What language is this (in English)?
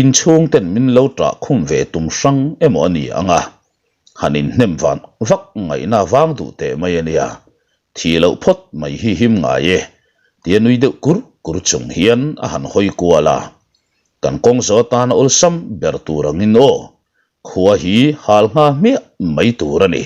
Mizo